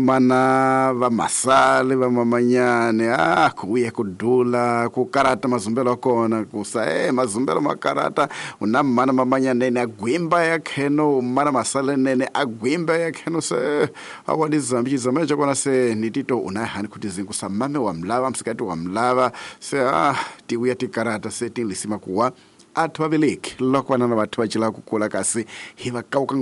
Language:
Tsonga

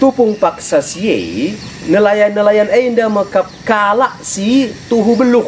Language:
Batak Karo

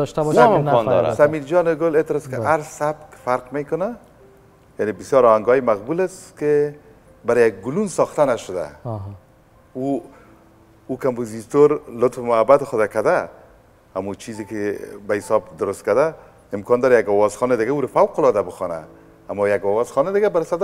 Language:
Persian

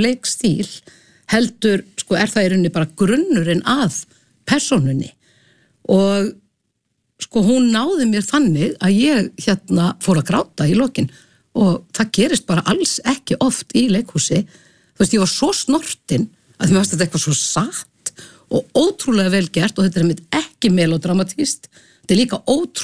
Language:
Icelandic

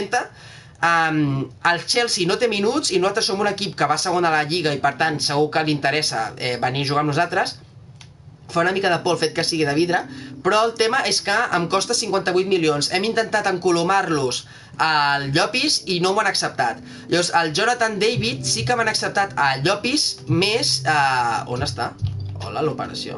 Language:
Catalan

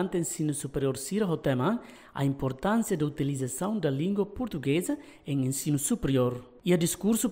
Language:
Tetum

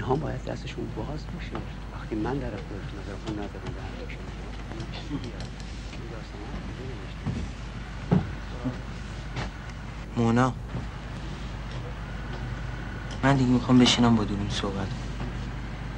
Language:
Persian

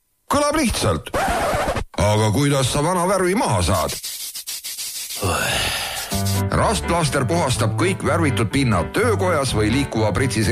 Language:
Estonian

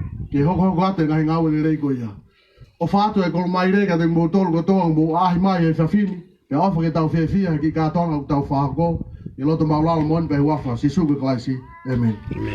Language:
Tongan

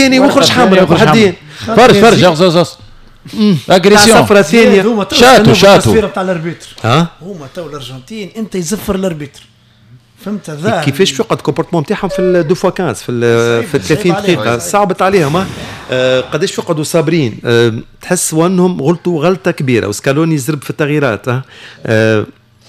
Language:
Tunisian Arabic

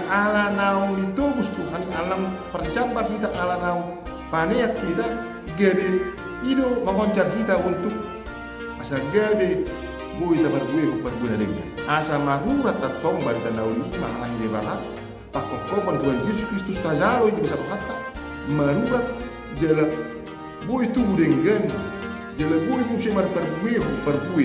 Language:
Batak Toba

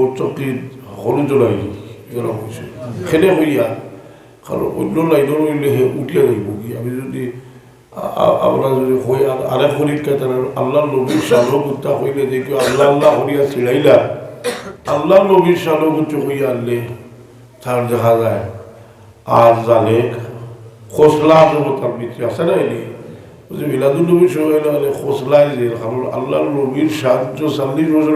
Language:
Sylheti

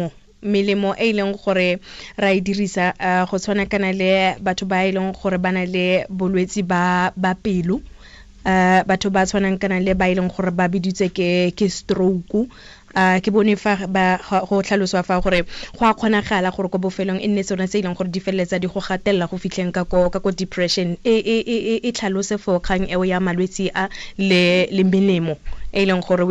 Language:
Tswana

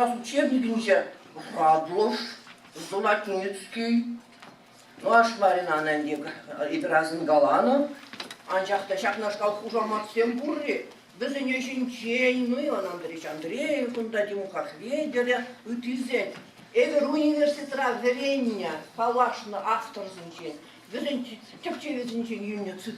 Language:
Chuvash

